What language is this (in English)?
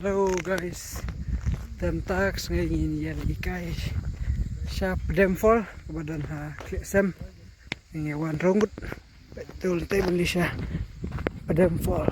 Khasi